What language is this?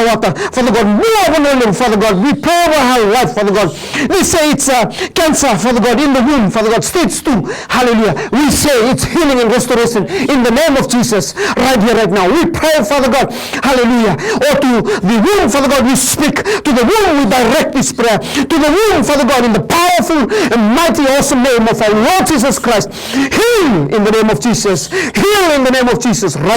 Fijian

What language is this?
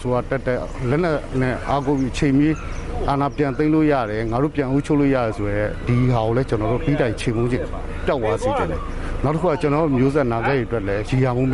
Burmese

